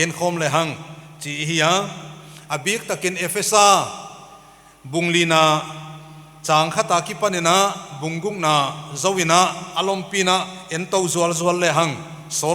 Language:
Paite Chin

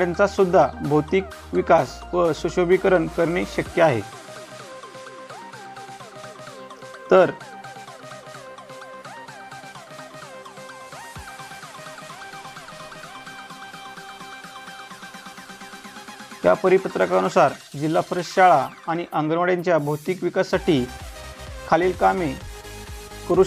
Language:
Marathi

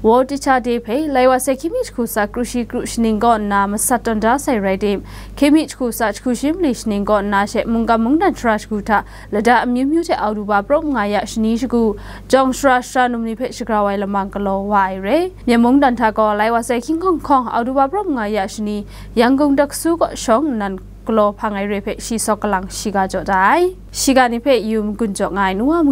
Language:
Kachin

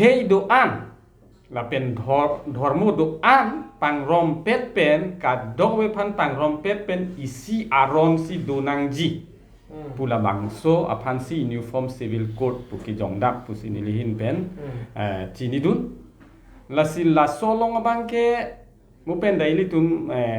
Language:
Karbi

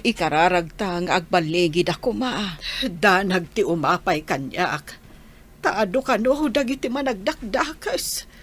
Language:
Iloko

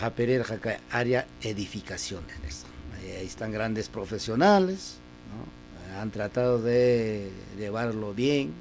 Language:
Ayacucho Quechua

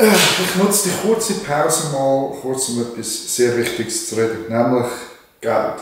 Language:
Swiss German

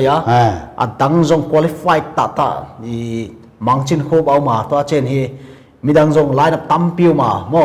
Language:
Paite Chin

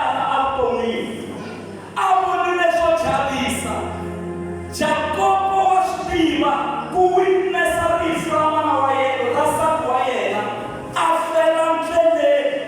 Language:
Tsonga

